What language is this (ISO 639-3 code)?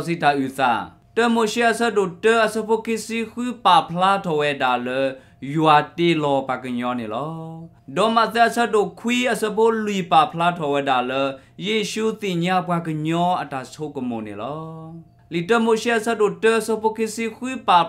ksw